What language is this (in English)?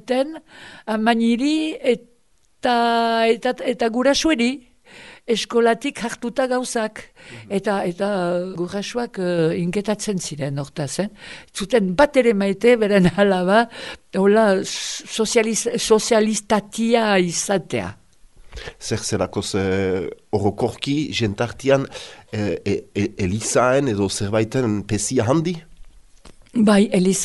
Basque